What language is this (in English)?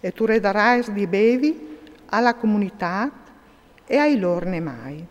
Friulian